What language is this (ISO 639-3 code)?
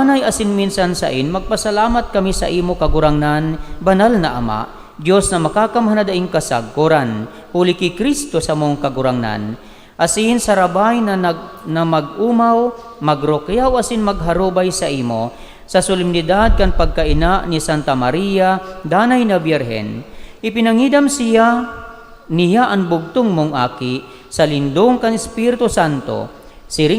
bik